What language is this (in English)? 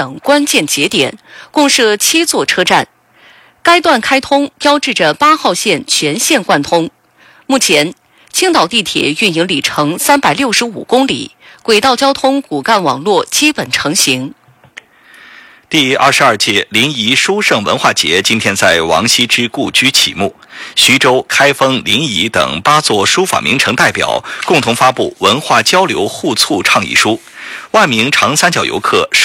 Chinese